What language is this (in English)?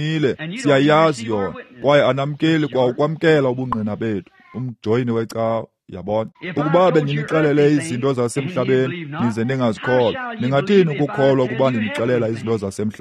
Xhosa